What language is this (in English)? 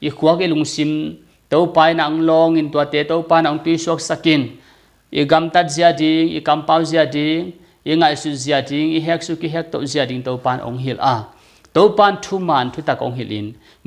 Tedim Chin